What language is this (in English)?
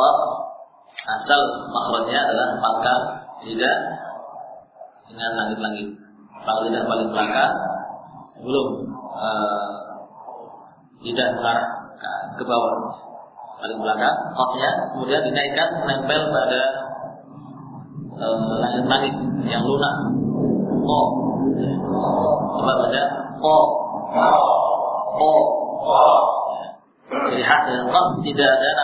Indonesian